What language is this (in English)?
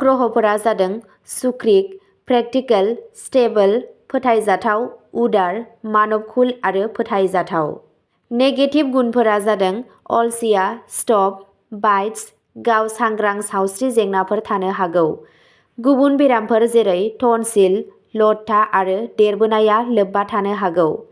Bodo